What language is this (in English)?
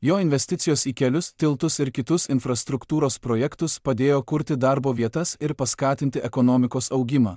Lithuanian